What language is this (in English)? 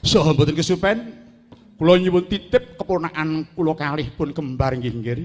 Javanese